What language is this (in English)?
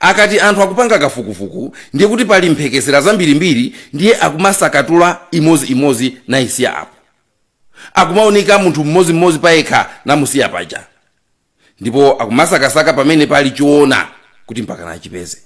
Nyanja